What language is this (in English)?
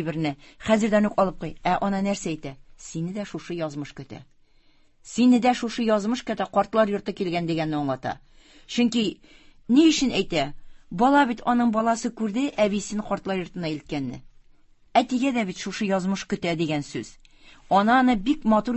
Tatar